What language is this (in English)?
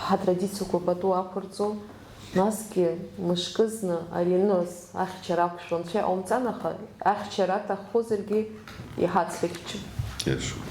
Abkhazian